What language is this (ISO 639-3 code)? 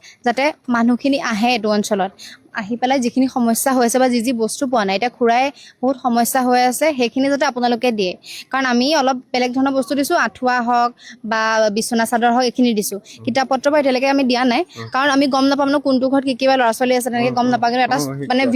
asm